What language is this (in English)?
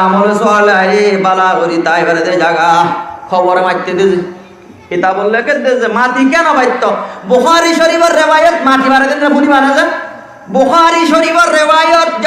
Rohingya